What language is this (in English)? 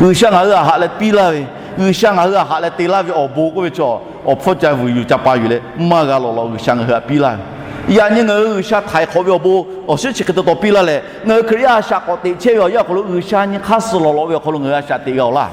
Lahu